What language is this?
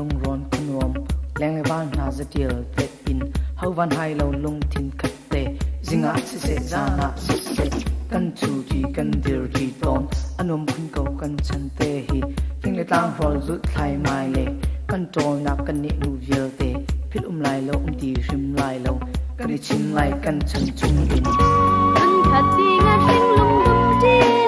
Hakha Chin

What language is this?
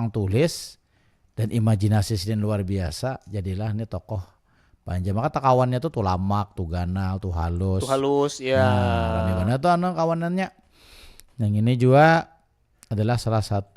Banjar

